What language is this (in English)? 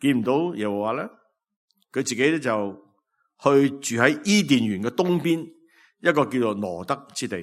Cantonese